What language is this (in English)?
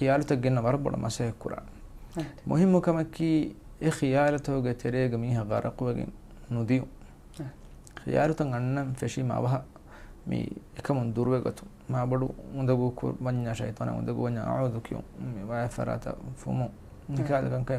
Divehi